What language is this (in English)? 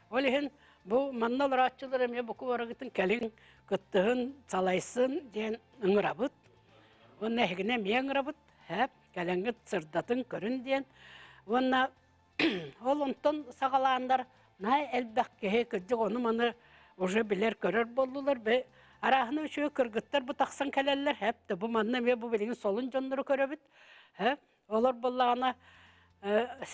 Yakut